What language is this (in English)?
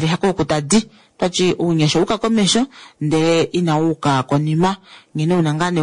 Kuanyama